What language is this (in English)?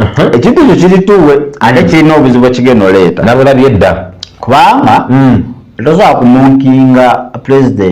Ganda